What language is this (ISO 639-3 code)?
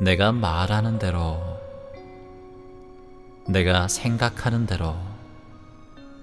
kor